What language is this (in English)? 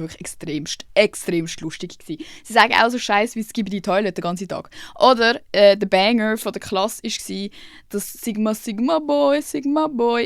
Swiss German